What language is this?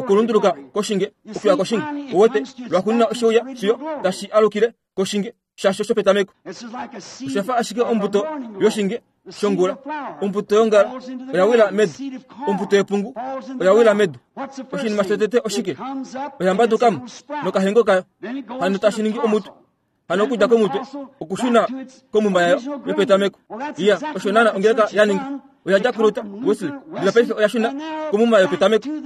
Kuanyama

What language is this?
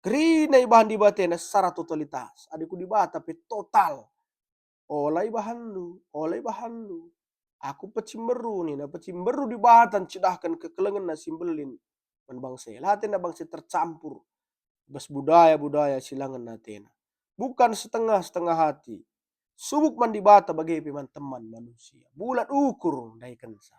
Batak Karo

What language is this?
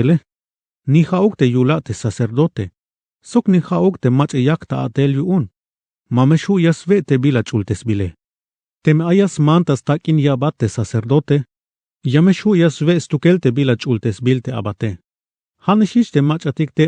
Tzeltal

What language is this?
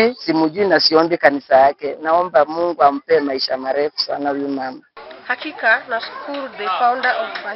Swahili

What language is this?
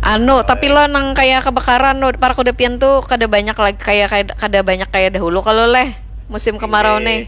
Banjar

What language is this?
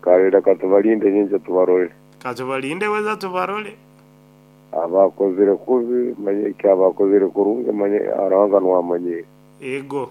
Nyankole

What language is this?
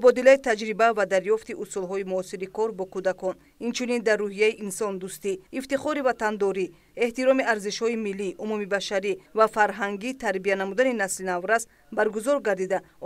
Tajik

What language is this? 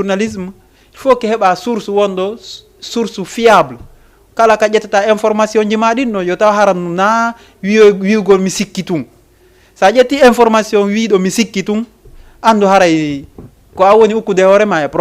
Fula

